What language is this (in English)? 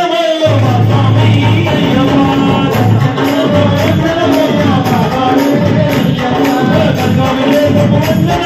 Telugu